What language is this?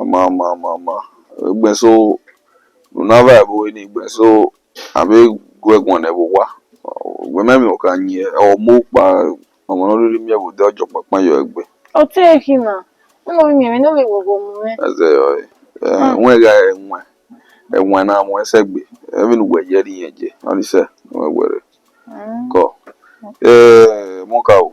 Bini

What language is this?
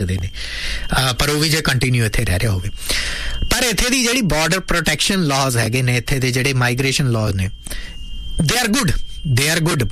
Punjabi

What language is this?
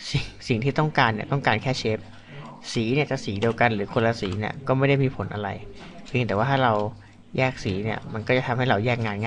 Thai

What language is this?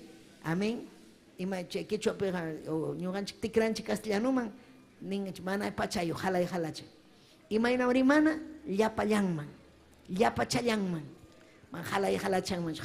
Ayacucho Quechua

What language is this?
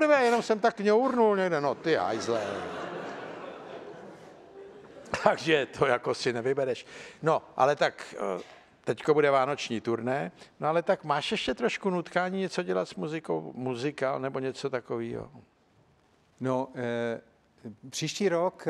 Czech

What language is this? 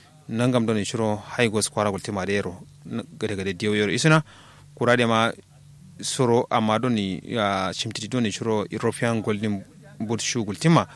Kanuri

